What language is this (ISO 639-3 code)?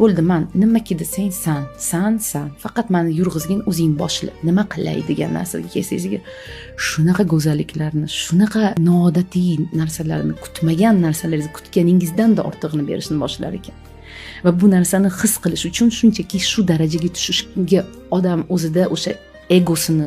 uzb